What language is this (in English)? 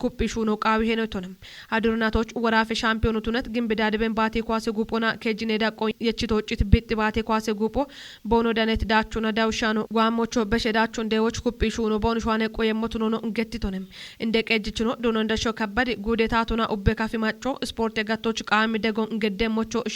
Kafa